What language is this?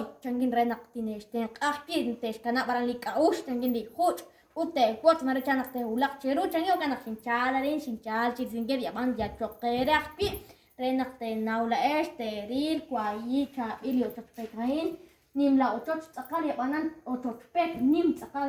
Kekchí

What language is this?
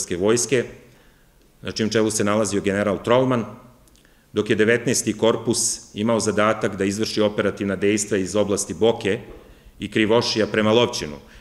Serbian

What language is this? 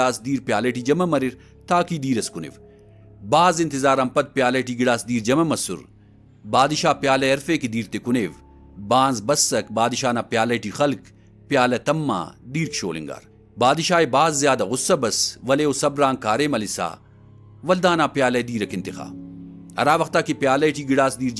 Brahui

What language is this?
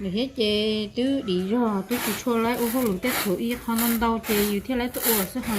Hmong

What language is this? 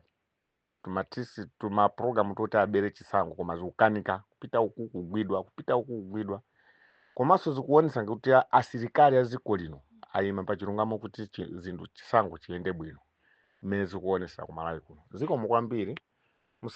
Nyanja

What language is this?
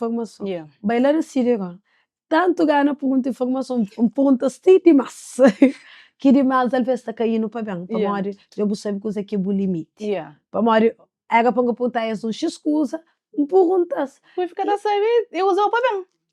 Kabuverdianu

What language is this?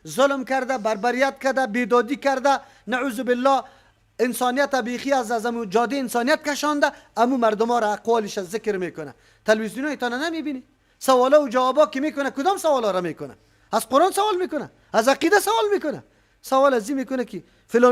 Persian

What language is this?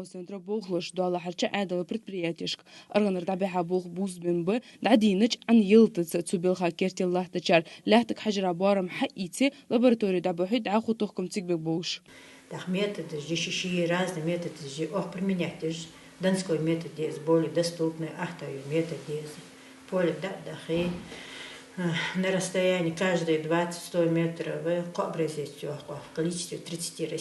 Ingush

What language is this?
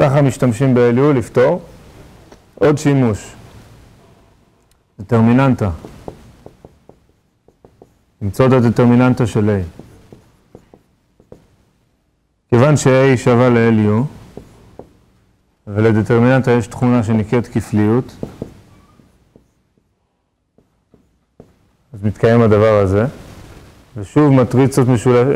Hebrew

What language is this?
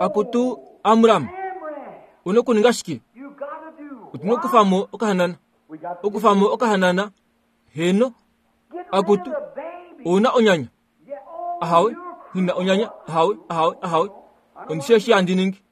Kuanyama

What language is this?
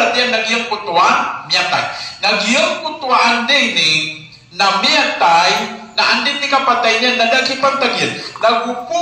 Maranao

